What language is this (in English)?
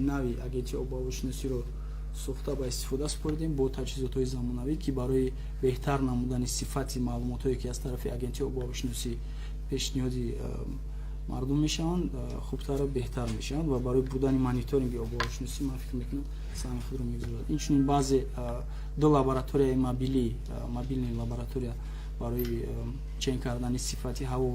Tajik